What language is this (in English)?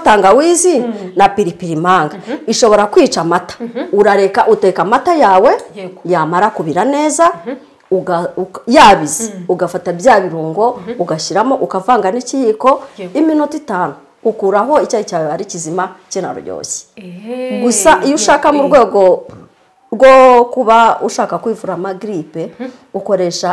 Kinyarwanda